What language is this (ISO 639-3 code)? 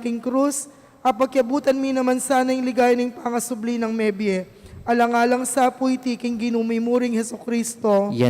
pam